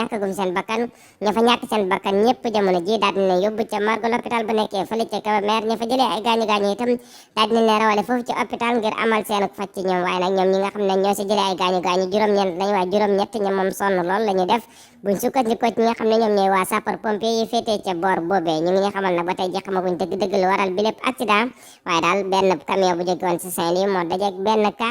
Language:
Wolof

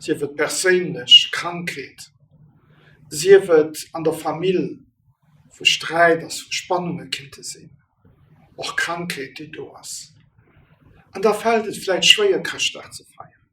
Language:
Luxembourgish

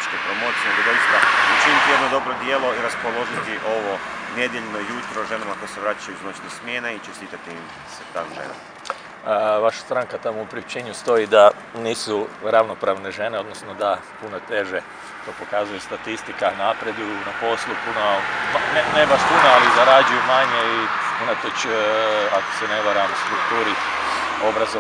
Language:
Croatian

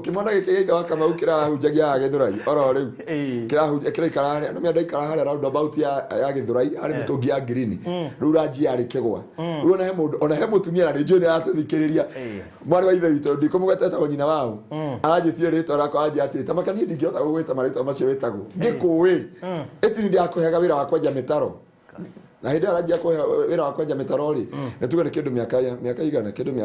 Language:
Kikuyu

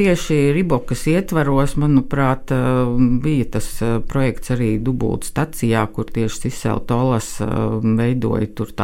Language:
Latvian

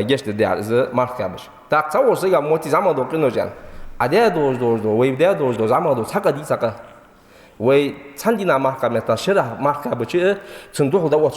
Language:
Ingush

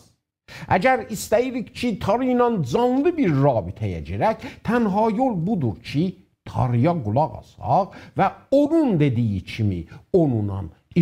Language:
South Azerbaijani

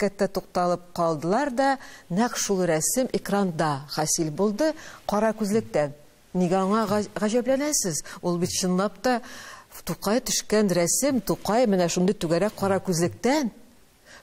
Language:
Tatar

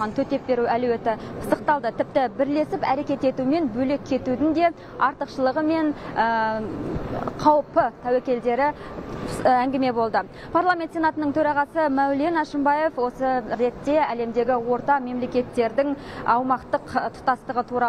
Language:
Kazakh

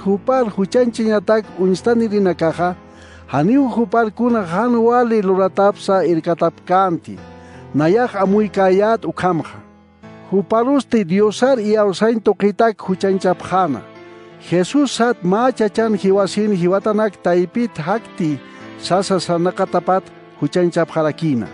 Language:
Aymara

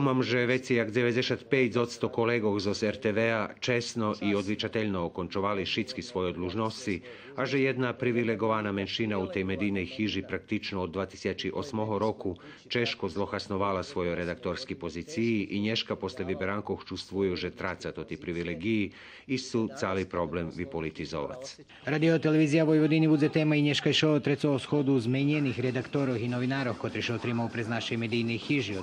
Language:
Rusyn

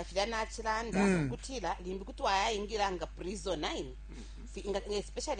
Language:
Bemba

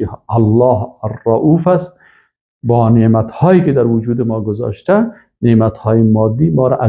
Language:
Persian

